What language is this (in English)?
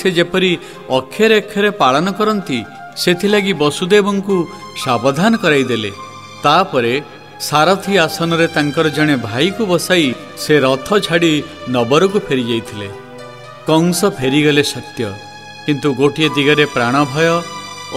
Odia